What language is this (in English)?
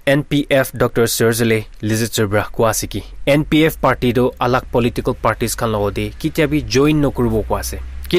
Naga Pidgin